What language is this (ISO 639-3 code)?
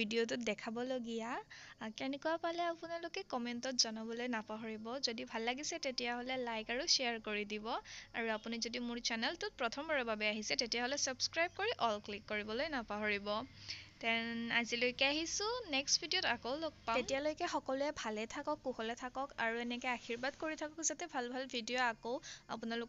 asm